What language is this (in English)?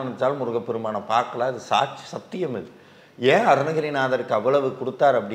Tamil